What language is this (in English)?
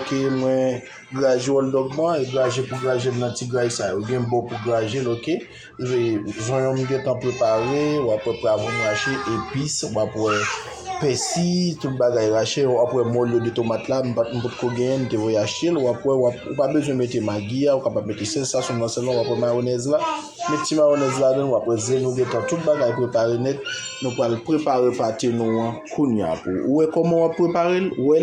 Haitian Creole